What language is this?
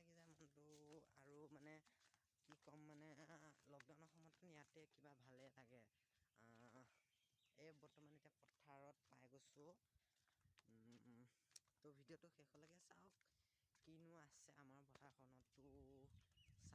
Assamese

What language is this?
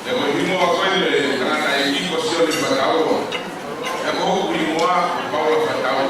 Tongan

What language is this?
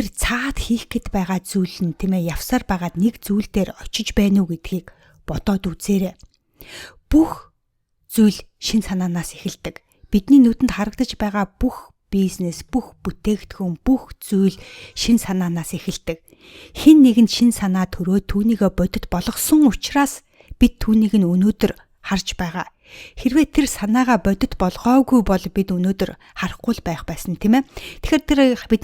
Mongolian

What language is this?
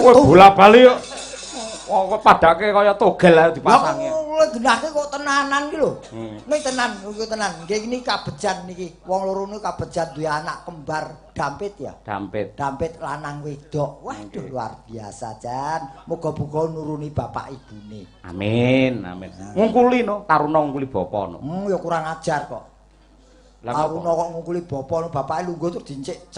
Javanese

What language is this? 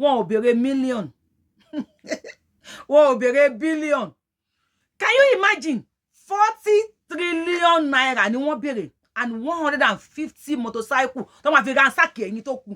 Yoruba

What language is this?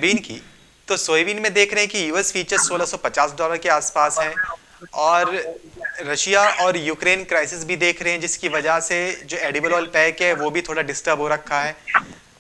Hindi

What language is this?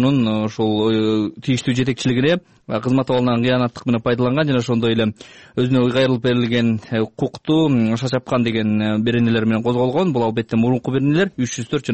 Kyrgyz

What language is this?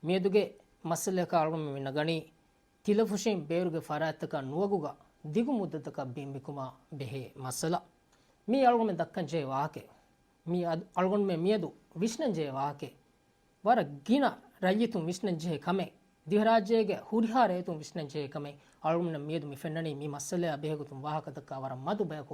Divehi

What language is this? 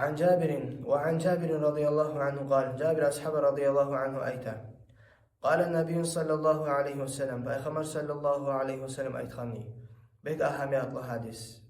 Kumyk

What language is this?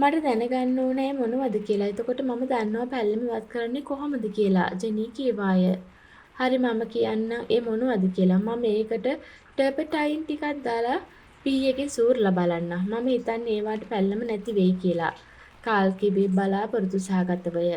Sinhala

